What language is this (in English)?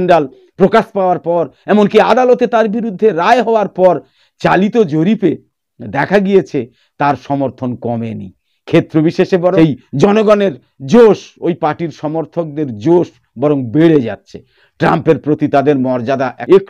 Bangla